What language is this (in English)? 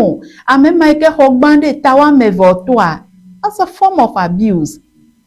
Ewe